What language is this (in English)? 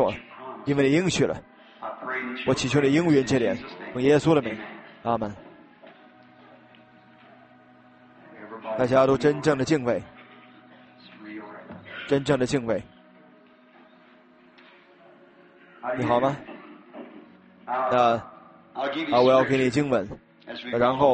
Chinese